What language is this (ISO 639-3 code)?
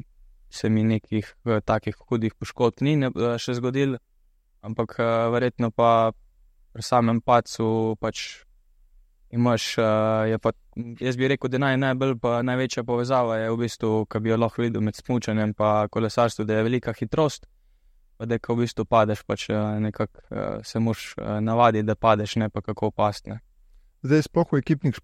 slv